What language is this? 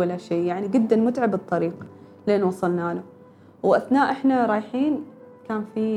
Gulf Arabic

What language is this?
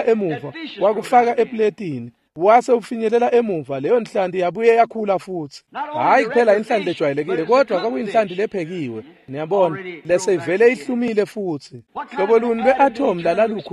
Swati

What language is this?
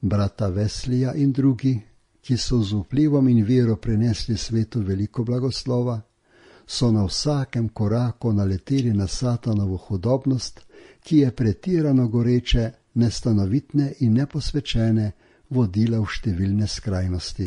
Slovenian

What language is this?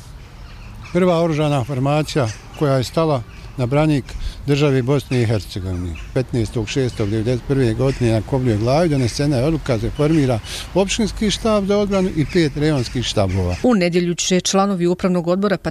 Bosnian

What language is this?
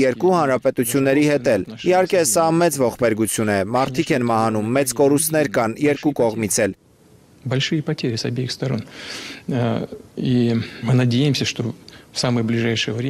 Armenian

